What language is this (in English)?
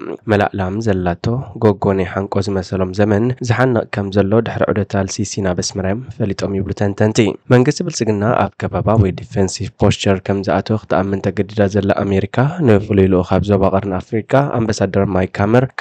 Tigrinya